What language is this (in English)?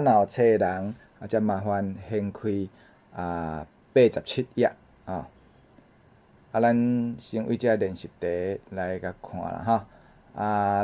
Min Nan Chinese